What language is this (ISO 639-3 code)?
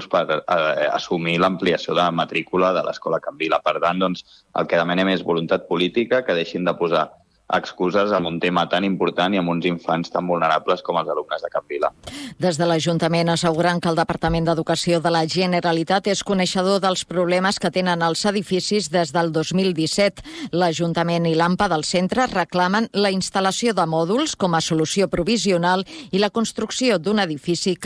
cat